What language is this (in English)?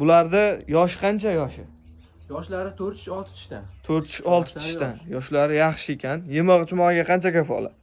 Uzbek